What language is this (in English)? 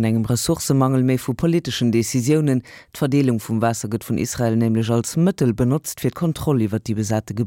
Luxembourgish